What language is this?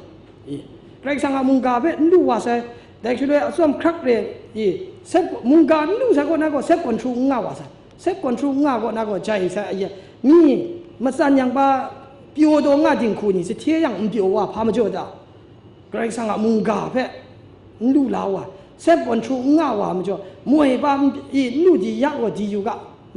Kachin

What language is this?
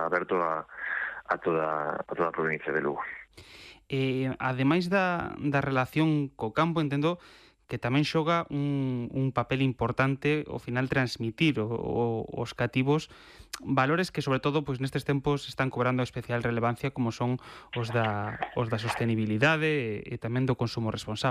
Galician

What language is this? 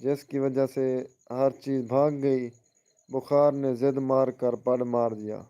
Saraiki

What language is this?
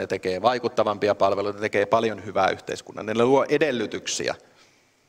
Finnish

